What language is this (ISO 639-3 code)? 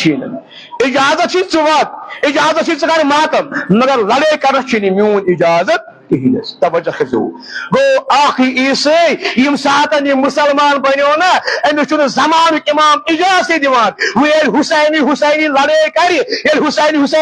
kas